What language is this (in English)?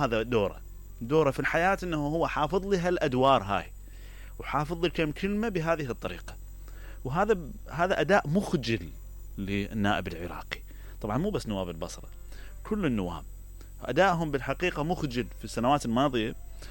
Mesopotamian Arabic